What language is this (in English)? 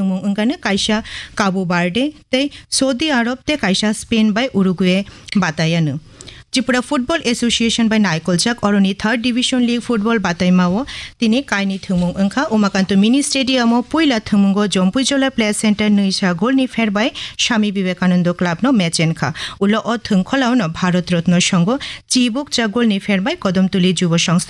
Kok Borok